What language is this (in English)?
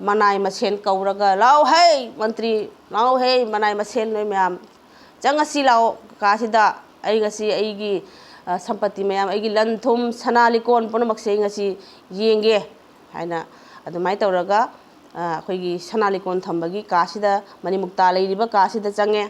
Manipuri